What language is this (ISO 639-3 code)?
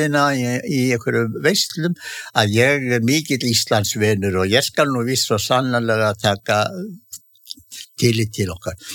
isl